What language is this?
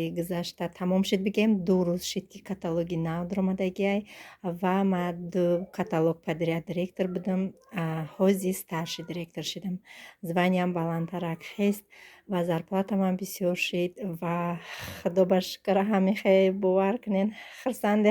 Tajik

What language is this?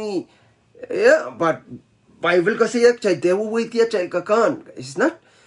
Pohnpeian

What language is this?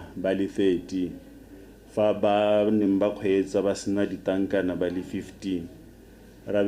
Tswana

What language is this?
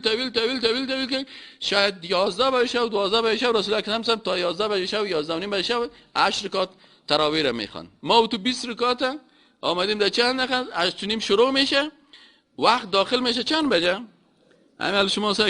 Persian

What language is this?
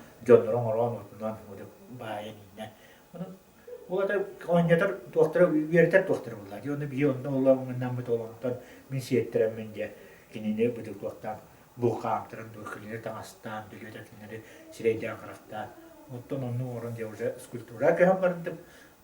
Yakut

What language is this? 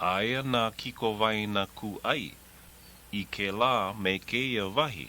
Hawaiian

